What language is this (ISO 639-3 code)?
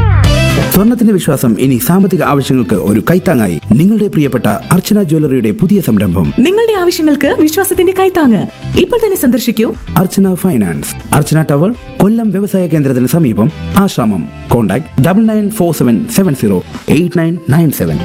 mal